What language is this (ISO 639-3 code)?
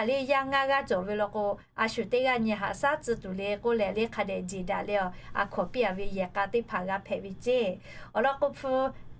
lhu